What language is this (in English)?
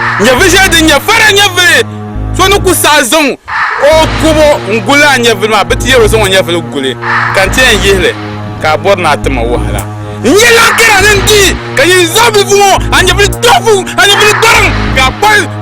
Dagbani